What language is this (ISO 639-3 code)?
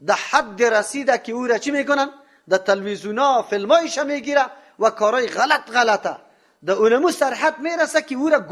fas